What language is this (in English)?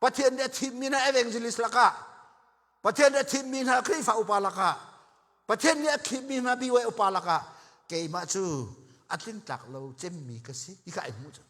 Hakha Chin